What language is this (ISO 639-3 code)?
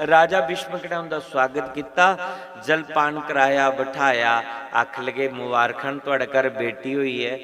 doi